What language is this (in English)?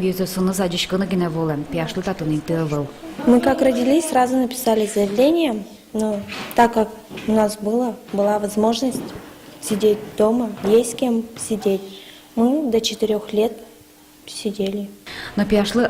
Udmurt